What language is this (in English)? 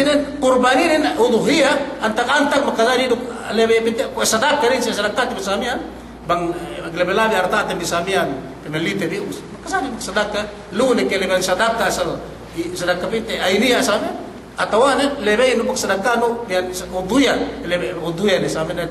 Yakan